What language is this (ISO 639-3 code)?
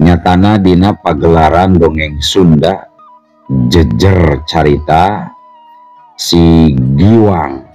sun